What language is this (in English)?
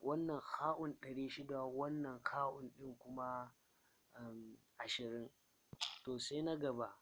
Hausa